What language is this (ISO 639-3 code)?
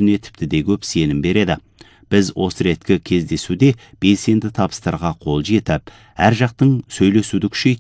kaz